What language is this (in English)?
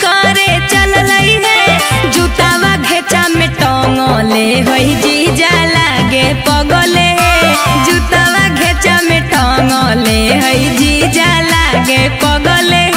Magahi